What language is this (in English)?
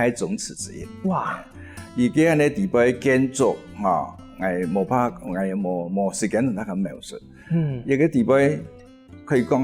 Hakka Chinese